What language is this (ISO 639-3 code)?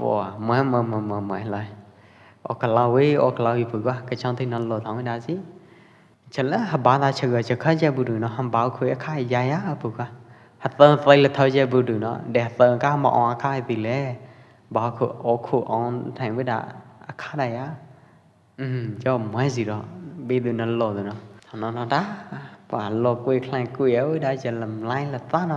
kjp